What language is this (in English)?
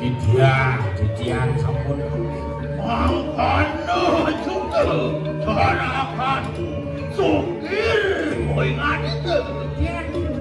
Balinese